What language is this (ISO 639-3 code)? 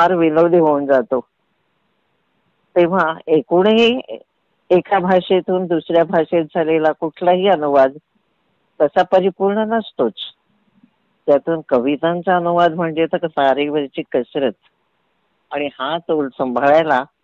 mar